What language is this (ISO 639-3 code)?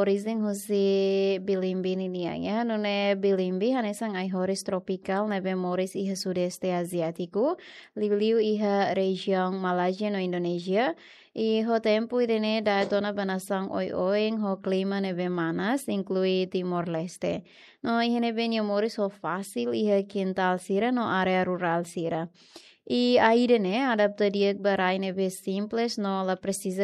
tet